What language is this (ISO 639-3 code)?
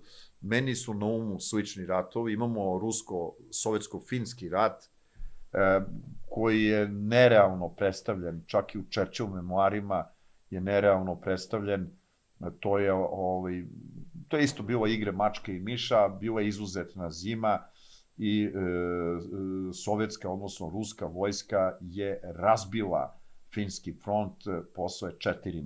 srp